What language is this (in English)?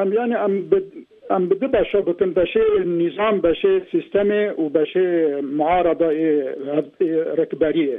Kurdish